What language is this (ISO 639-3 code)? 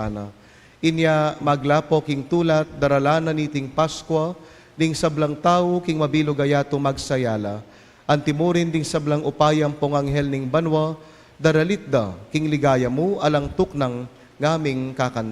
pam